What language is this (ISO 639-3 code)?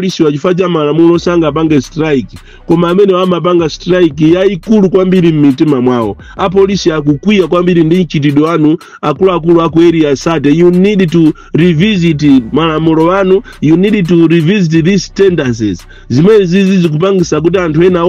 nya